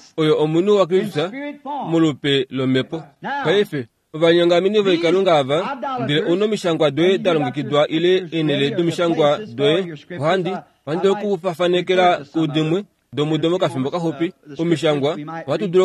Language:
Kuanyama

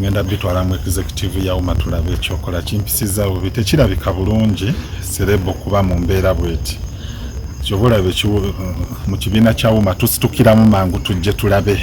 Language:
Ganda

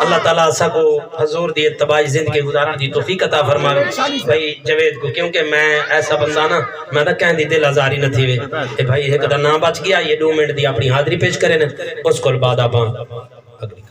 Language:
Saraiki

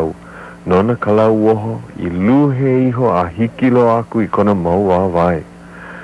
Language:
Hawaiian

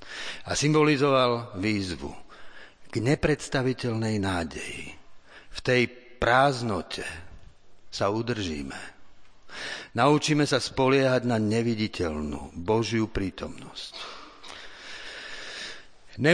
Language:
Slovak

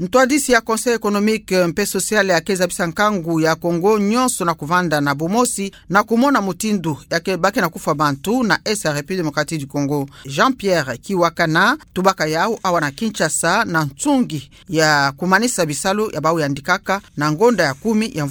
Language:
Kituba (Democratic Republic of Congo)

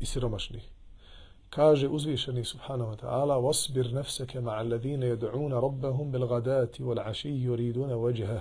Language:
Bosnian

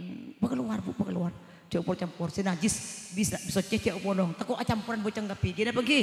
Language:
Madurese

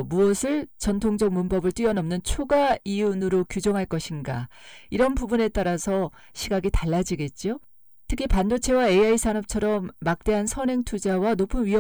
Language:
Korean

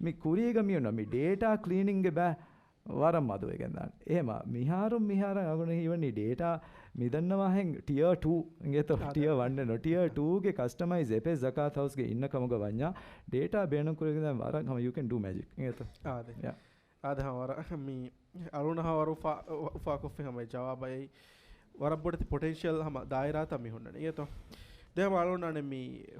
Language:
Divehi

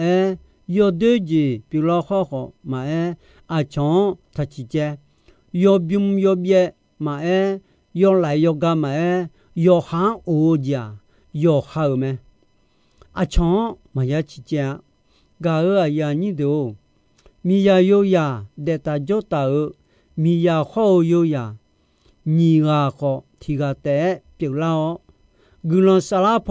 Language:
Akha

